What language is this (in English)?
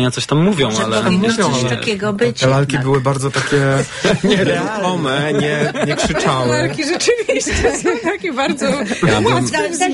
Polish